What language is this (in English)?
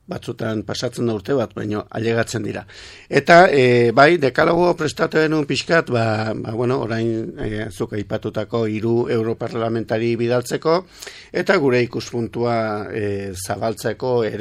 Basque